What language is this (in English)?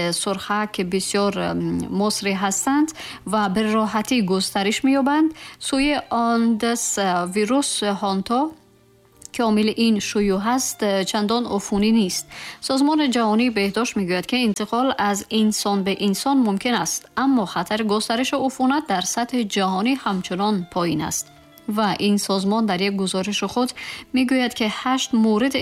Tajik